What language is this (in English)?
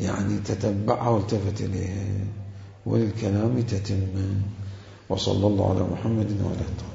Mesopotamian Arabic